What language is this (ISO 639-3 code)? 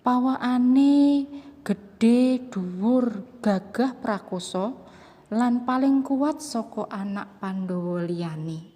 jav